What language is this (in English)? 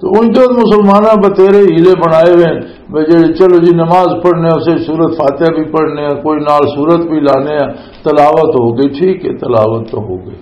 Western Panjabi